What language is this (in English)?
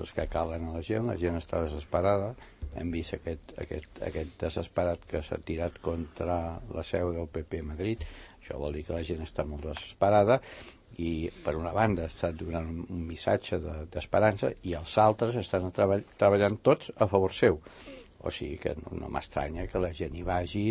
Catalan